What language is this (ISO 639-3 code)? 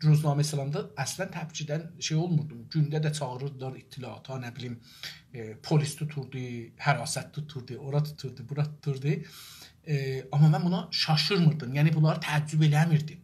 azb